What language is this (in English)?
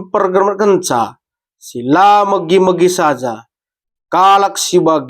Batak Karo